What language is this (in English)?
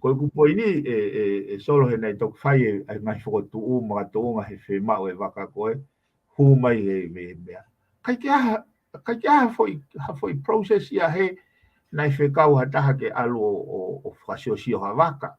Tongan